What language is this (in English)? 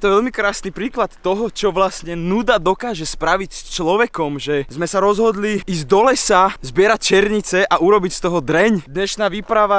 Slovak